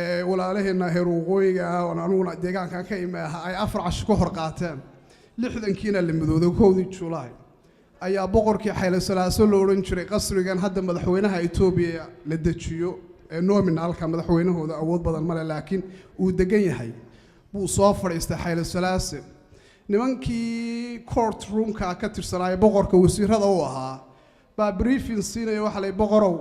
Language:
Somali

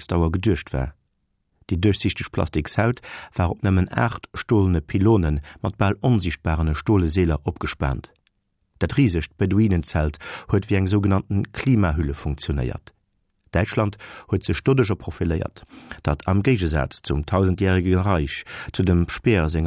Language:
Luxembourgish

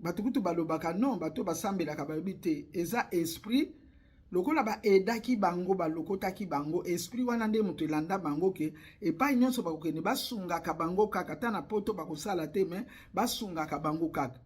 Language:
Lingala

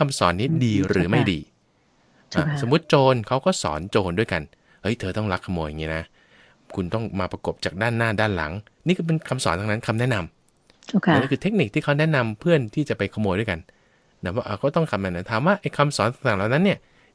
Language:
Thai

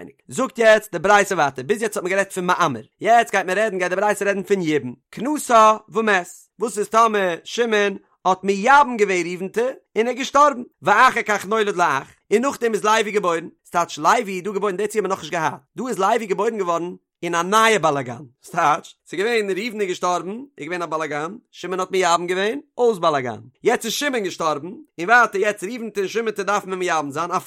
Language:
Yiddish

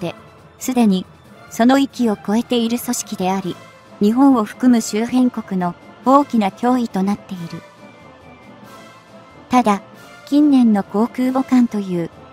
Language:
Japanese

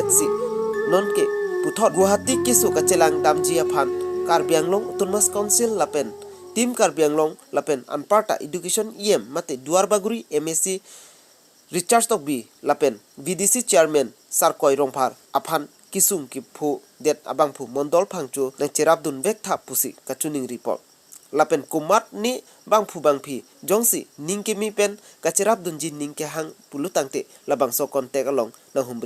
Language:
Karbi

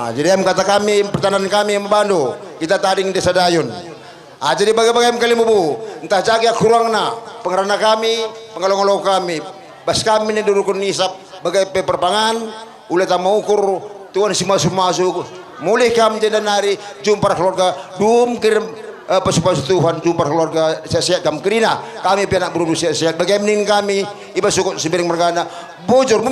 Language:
Batak Karo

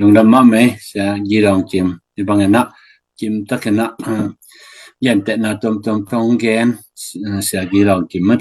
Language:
Tedim Chin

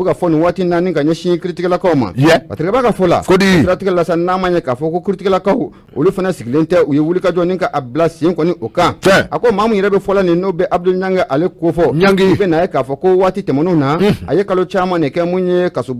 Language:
Bambara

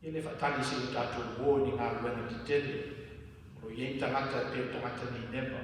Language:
Samoan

